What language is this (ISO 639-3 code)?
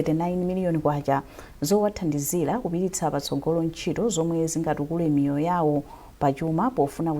nya